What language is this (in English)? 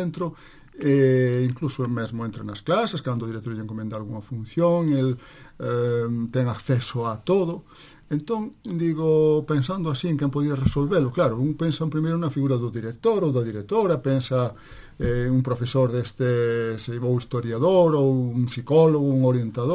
Galician